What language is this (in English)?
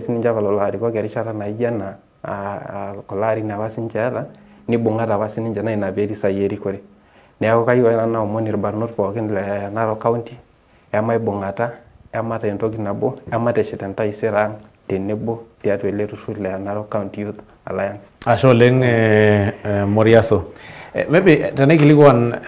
Masai